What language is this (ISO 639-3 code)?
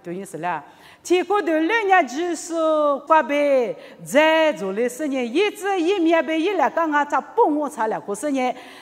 lis